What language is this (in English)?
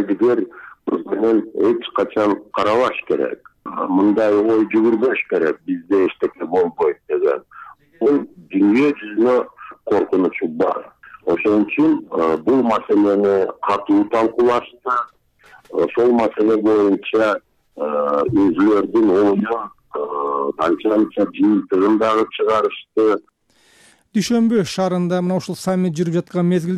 Kyrgyz